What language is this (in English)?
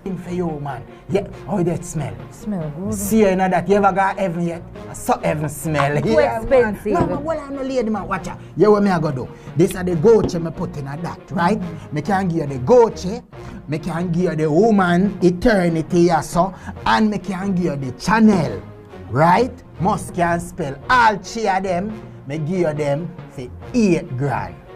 Jamaican Creole English